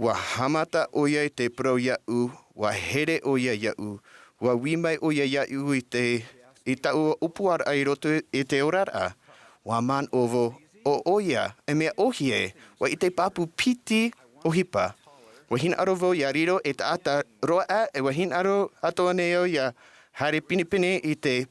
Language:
Tahitian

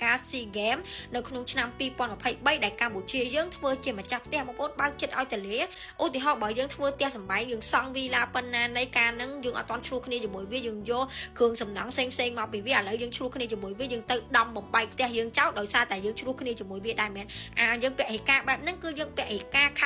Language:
Khmer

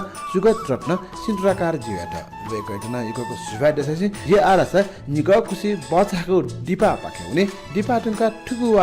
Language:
Newari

